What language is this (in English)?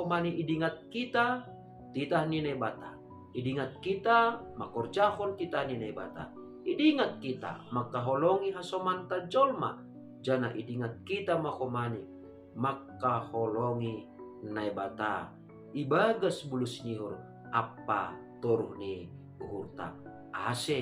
Batak Simalungun